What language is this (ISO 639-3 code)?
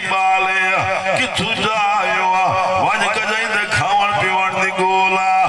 skr